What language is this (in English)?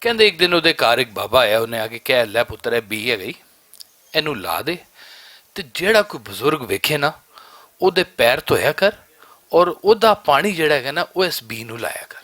Western Panjabi